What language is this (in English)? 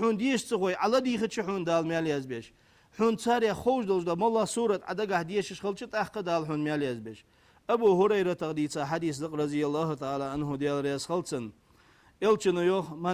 Ingush